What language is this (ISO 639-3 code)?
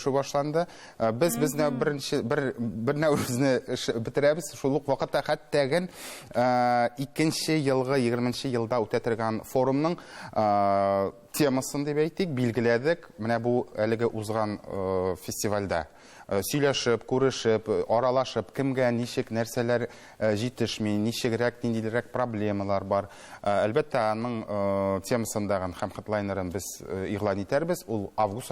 tat